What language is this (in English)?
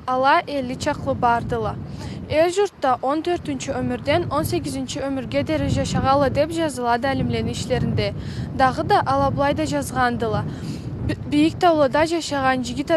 Karachay-Balkar